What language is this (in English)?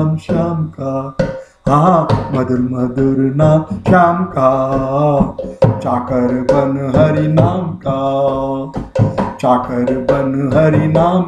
Hindi